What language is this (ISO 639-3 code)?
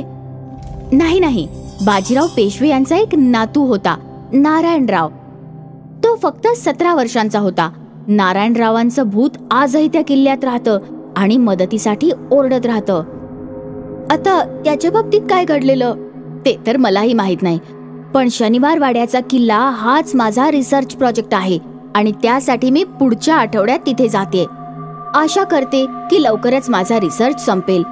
mar